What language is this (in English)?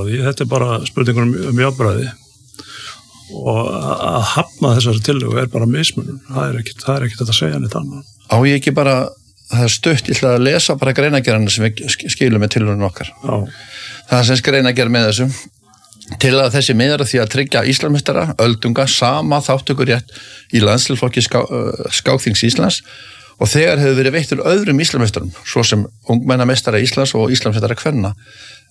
Icelandic